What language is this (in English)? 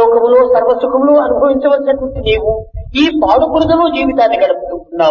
Telugu